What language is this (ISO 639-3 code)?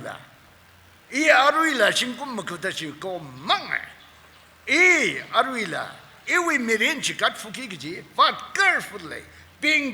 nmf